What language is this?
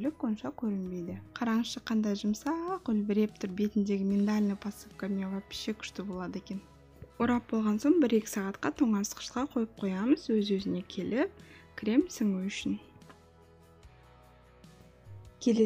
Kazakh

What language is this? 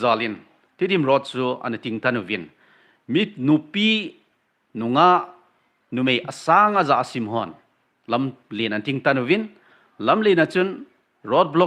Thado Chin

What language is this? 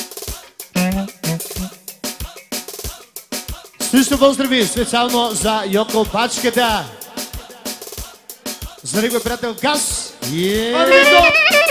Bulgarian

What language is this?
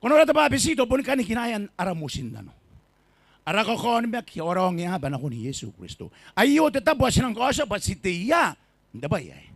Gilbertese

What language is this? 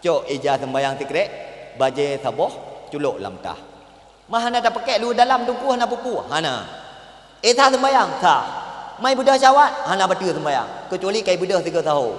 Achinese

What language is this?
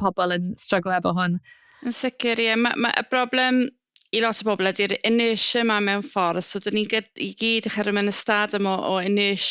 Welsh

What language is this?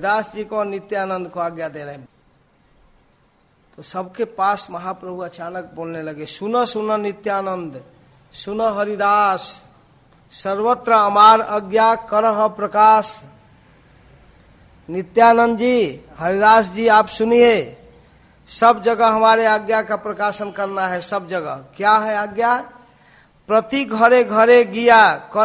Hindi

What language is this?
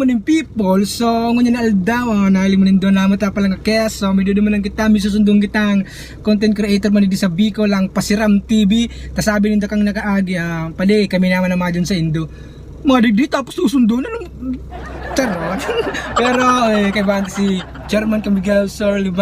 Bikol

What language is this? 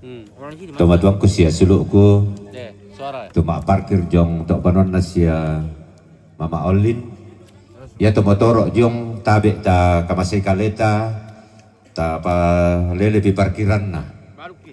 Toraja-Sa'dan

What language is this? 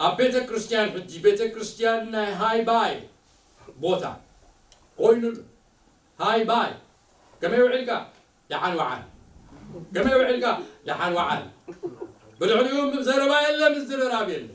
Tigrinya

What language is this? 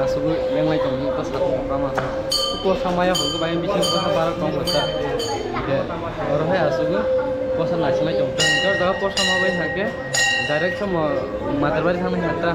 Kok Borok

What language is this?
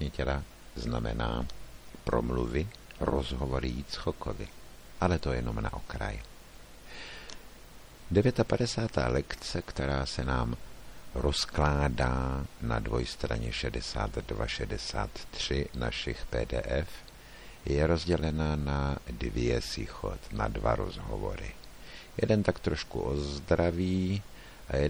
Czech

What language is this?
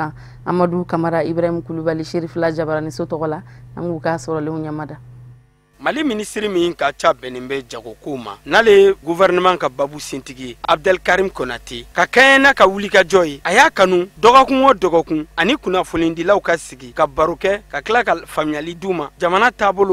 Bambara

